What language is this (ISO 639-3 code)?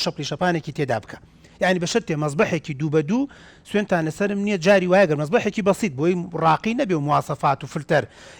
ckb